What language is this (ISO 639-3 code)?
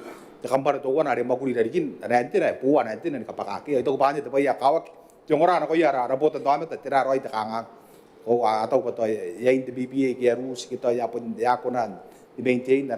gil